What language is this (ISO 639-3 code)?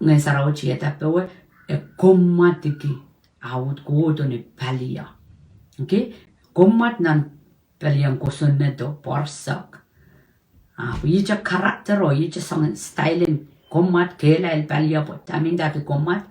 pon